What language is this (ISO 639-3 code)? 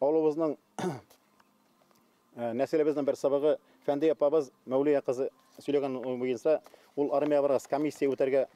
bak